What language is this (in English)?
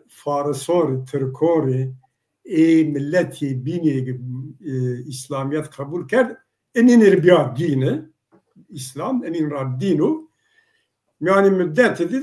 Zaza